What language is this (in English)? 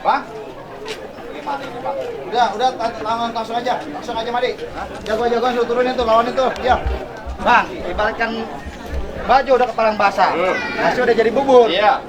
Betawi